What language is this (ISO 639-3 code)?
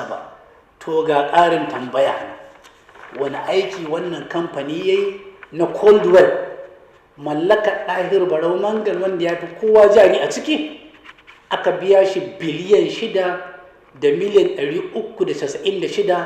hau